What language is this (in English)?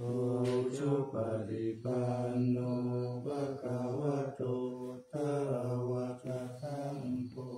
Pali